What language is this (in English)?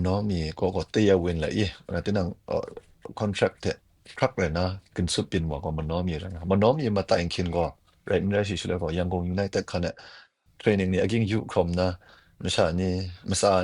Kachin